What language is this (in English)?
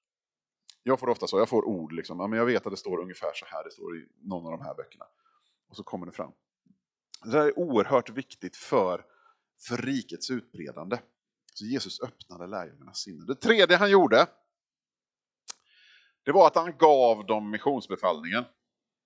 Swedish